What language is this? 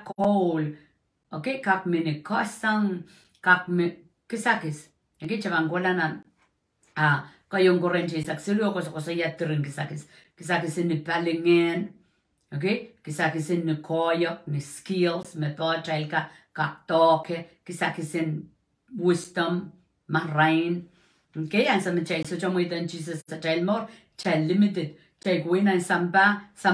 Pohnpeian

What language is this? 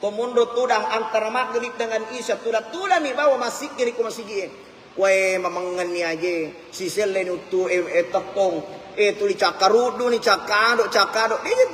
Buginese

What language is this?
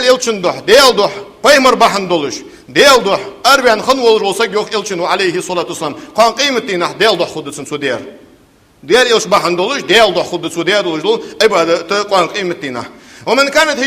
Ingush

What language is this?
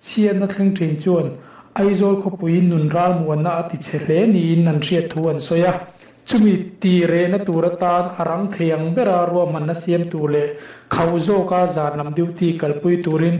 Mizo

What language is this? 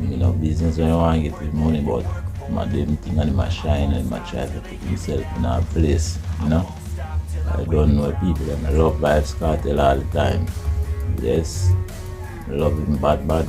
Jamaican Creole English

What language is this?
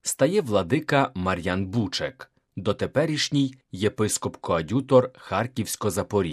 Ukrainian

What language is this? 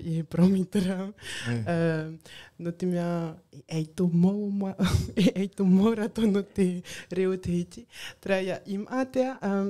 Tahitian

